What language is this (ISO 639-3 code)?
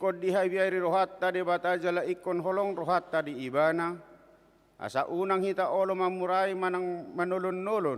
bbc